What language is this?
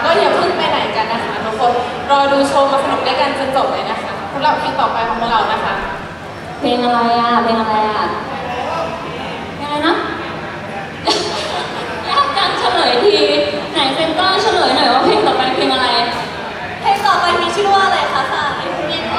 Thai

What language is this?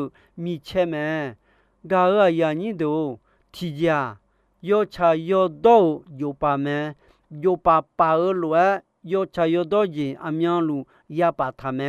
Akha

